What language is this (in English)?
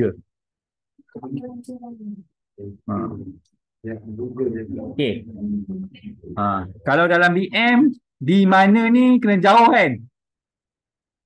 Malay